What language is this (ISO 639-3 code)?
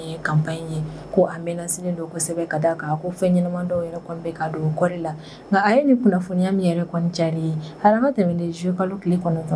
bam